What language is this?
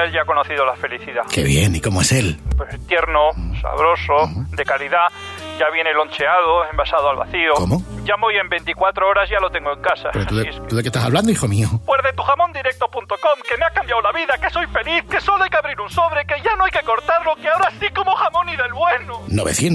Spanish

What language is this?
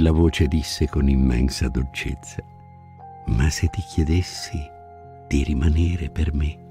Italian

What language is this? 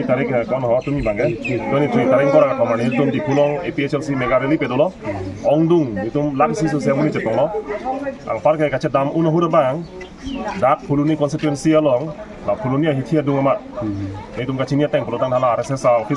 Karbi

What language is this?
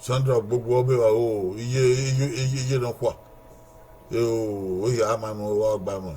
Bini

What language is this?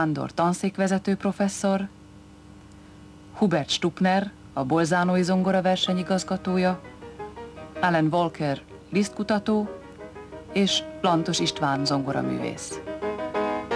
Hungarian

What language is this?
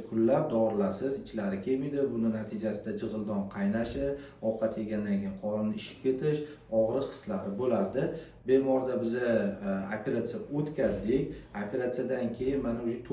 Uzbek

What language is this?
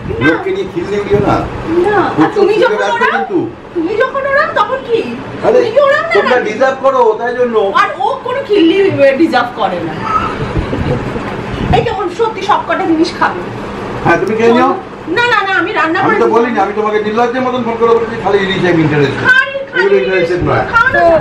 Bangla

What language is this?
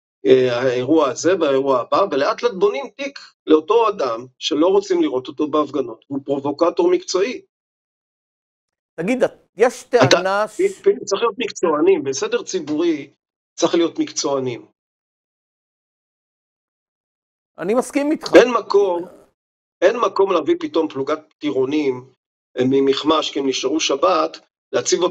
Hebrew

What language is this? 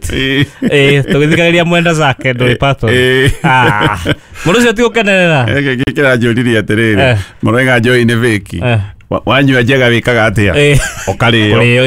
Kikuyu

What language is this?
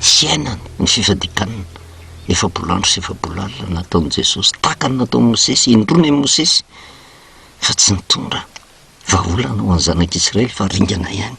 Malagasy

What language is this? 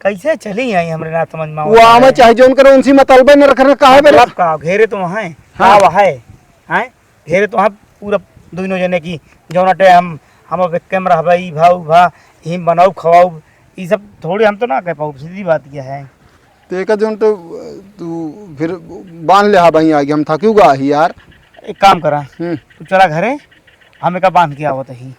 Awadhi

